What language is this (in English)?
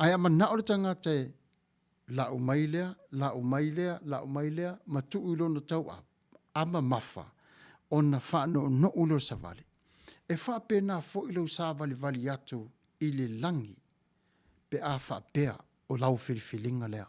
Samoan